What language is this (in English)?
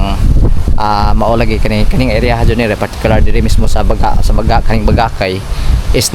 Cebuano